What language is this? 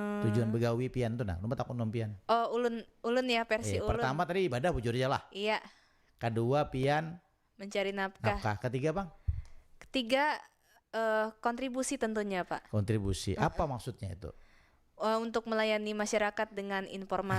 Banjar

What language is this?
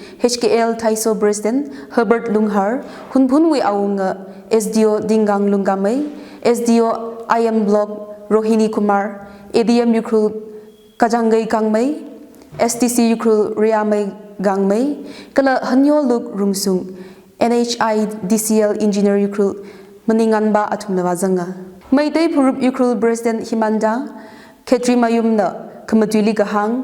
Tangkhul Naga (India)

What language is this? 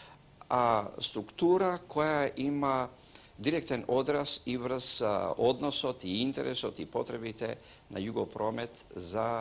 Macedonian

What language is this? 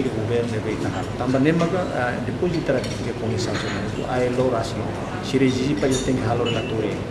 Tetum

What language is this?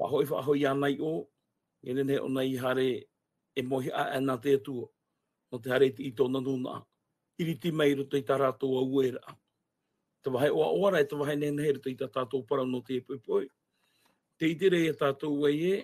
Tahitian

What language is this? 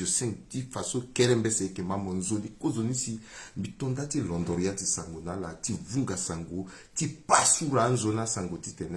Sango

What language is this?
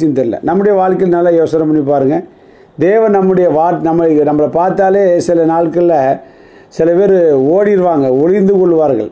Tamil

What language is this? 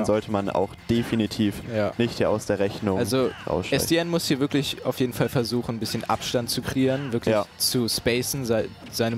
German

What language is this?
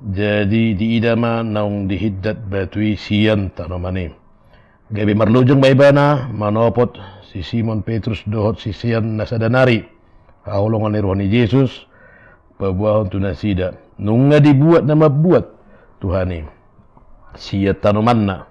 Batak Toba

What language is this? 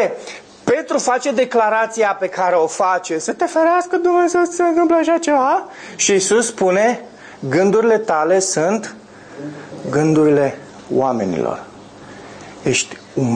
Romanian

